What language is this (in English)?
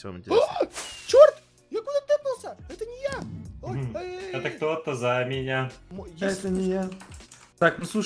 Russian